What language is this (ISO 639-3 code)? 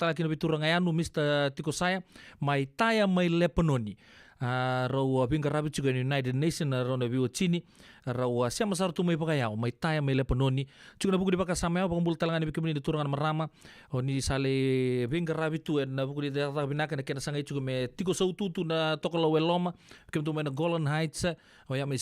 fij